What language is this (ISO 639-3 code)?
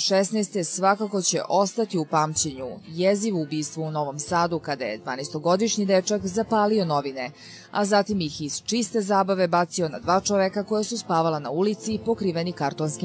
srp